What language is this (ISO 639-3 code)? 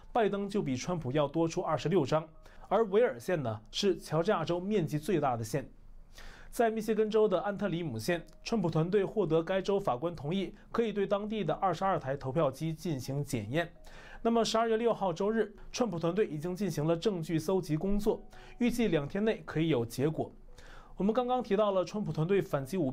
zho